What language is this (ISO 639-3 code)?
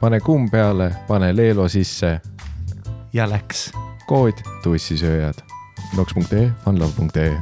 est